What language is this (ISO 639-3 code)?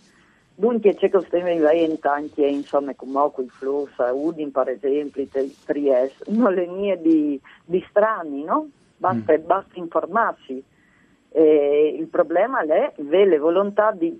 fur